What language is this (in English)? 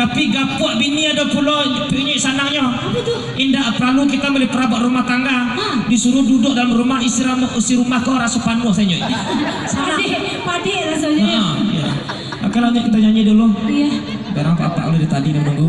Minangkabau